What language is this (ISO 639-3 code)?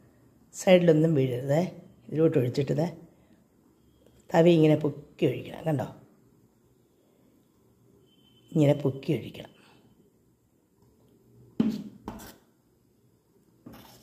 mal